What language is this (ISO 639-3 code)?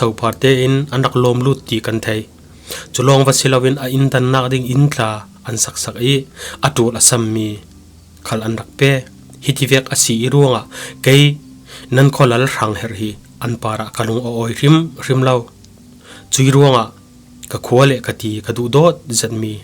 cfm